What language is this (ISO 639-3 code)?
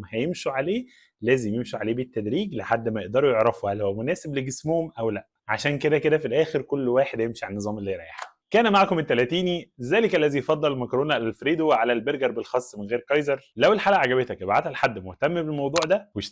arz